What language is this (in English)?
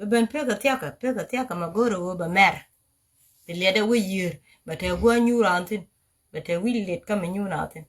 Nuer